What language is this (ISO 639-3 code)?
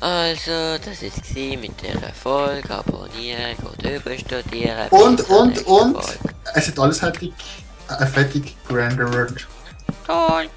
gsw